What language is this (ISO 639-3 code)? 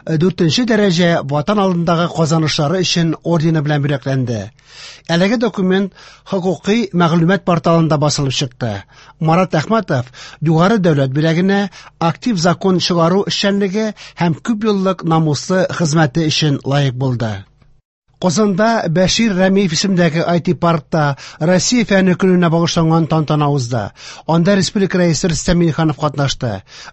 tat